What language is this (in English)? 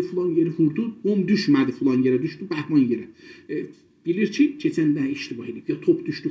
South Azerbaijani